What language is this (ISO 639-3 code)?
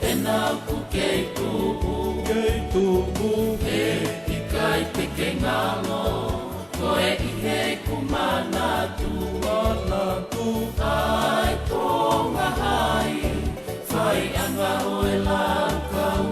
ton